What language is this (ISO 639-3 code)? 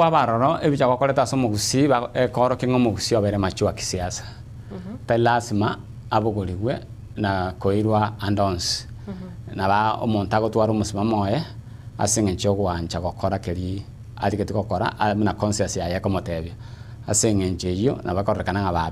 guz